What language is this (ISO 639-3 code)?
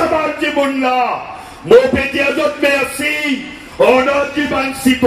mfe